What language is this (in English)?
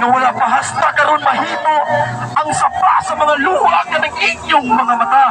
Cebuano